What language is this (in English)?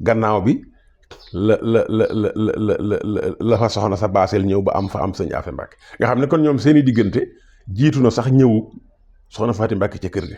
Wolof